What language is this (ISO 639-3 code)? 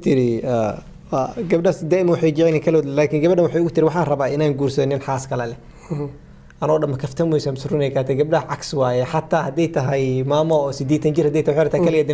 som